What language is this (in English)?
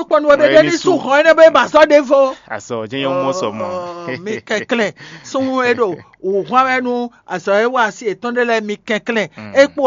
Fon